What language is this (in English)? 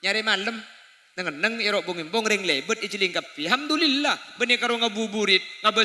Madurese